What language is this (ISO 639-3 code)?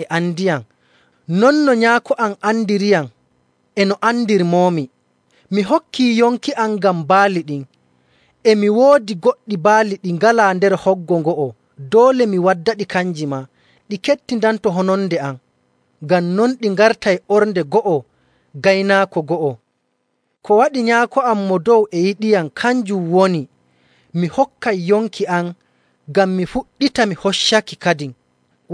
fuv